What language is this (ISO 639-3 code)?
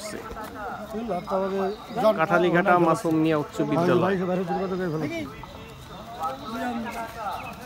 ben